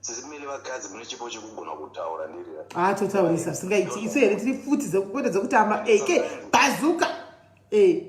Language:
Shona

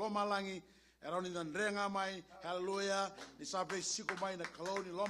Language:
Fijian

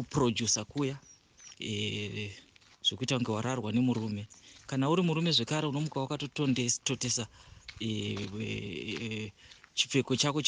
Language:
Shona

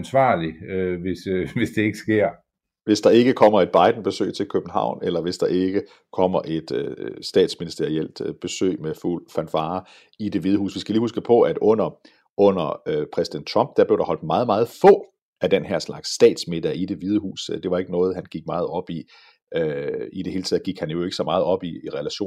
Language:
Danish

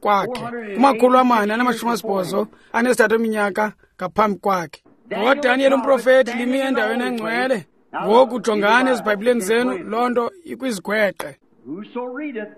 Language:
Xhosa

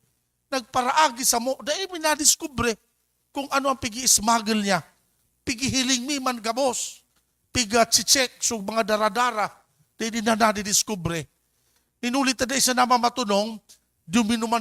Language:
Bikol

